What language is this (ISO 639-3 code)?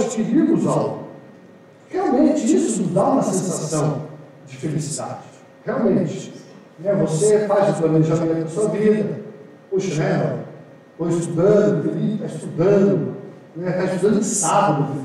por